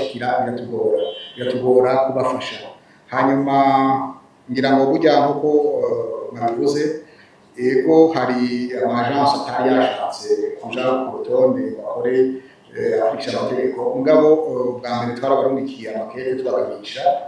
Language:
Rundi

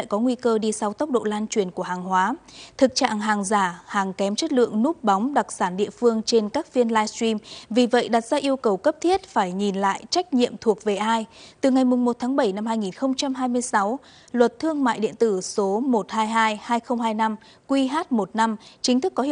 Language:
Vietnamese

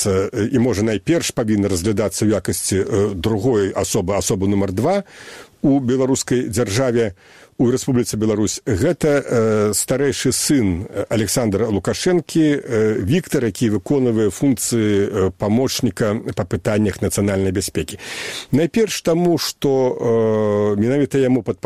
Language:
Belarusian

